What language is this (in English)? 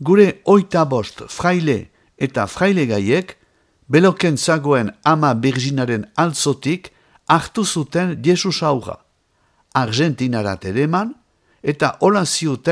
Basque